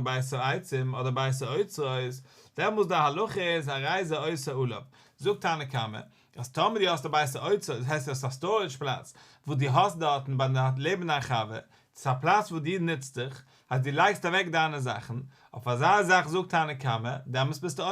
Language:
Yiddish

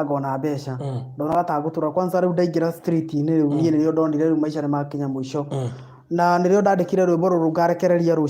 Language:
Kikuyu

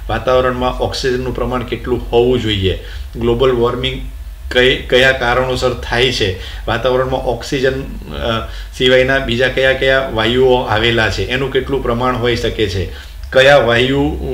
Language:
Gujarati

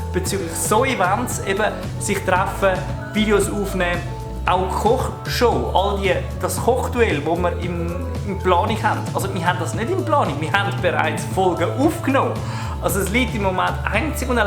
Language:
Swiss German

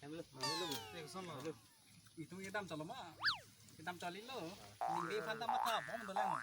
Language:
Karbi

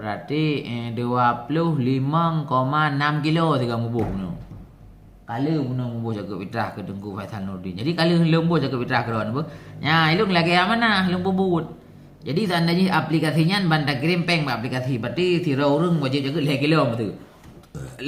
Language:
Achinese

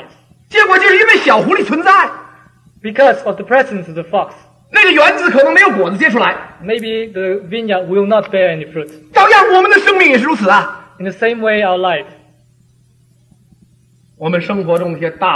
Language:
Chinese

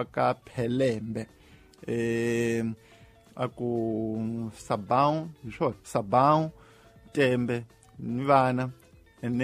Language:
Tsonga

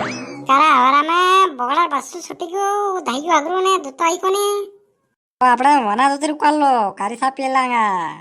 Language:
Rajasthani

